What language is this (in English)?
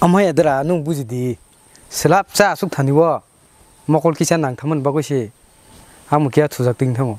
Kok Borok